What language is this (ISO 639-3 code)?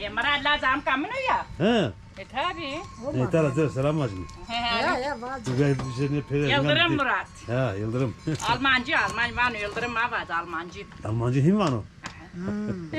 zza